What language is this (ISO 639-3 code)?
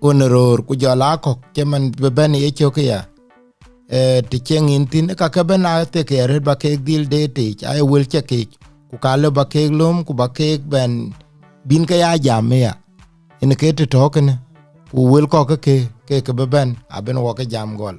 din